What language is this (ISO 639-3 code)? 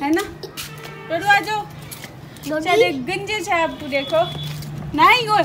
skr